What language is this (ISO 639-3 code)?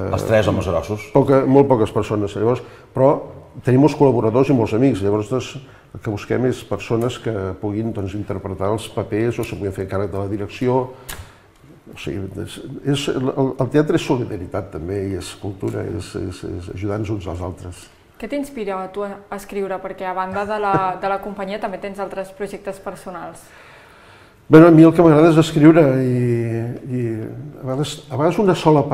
cat